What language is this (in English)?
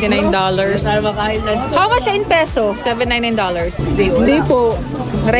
Filipino